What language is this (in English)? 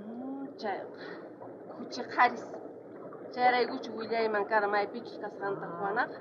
South Bolivian Quechua